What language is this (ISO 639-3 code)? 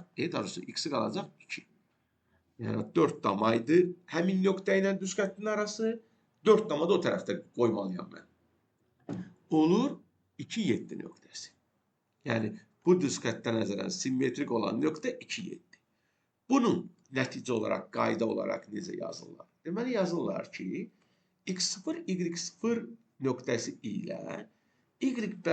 aze